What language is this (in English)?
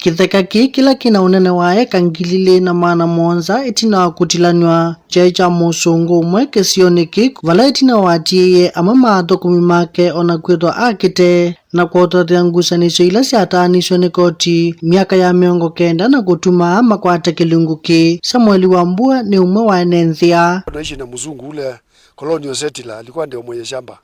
Kamba